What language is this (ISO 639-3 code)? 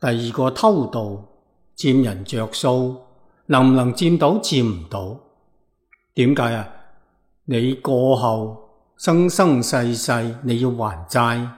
yue